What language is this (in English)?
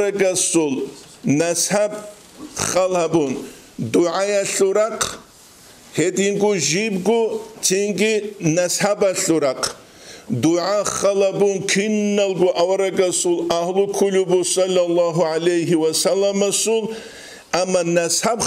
Avaric